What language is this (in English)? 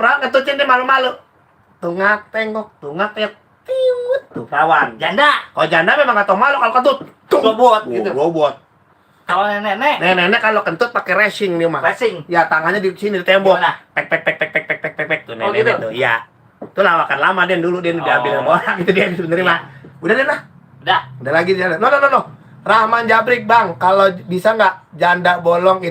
Betawi